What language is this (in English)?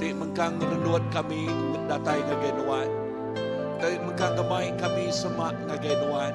Iban